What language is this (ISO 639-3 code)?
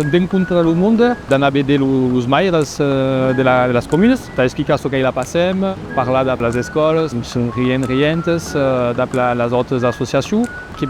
oci